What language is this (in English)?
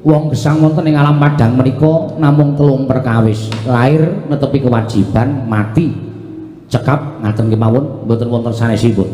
Javanese